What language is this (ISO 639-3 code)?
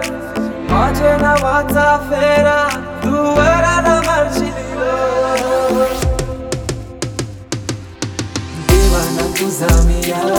mar